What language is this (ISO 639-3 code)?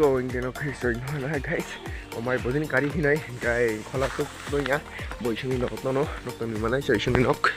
trp